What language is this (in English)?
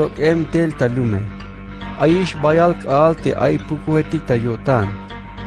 Tzeltal